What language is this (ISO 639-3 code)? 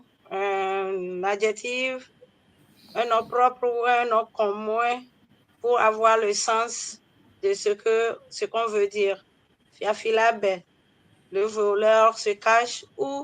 ewe